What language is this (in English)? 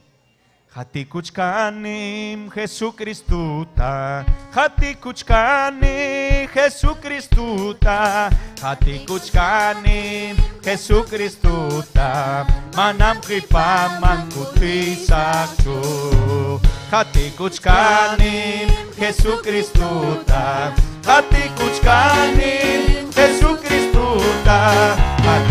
Ayacucho Quechua